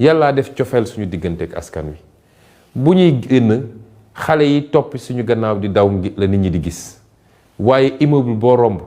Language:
Wolof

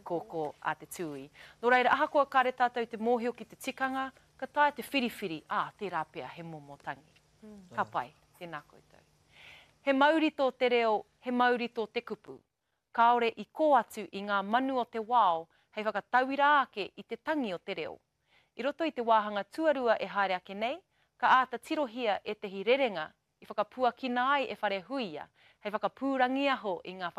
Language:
Māori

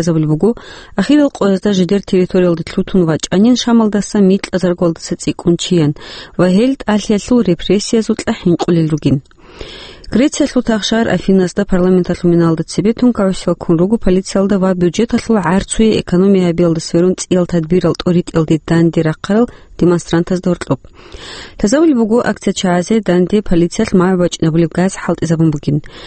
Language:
Avaric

